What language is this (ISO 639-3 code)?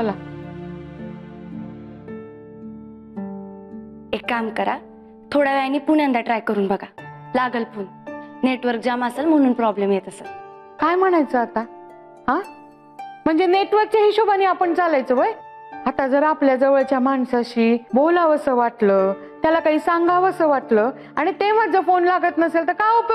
mar